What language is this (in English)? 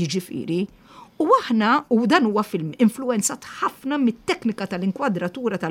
Maltese